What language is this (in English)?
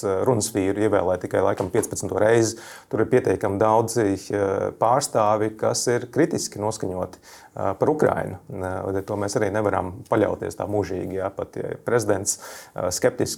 Latvian